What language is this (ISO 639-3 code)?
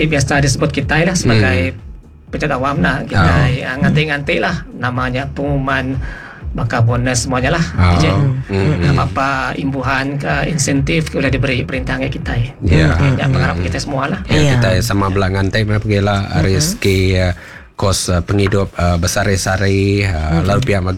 iba